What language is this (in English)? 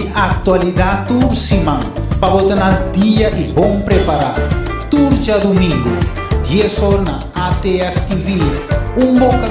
Papiamento